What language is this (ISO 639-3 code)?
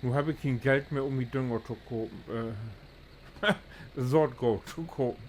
nds